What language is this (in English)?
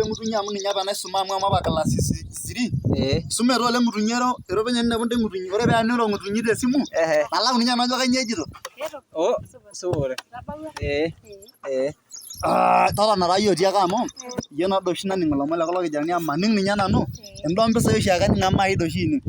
Masai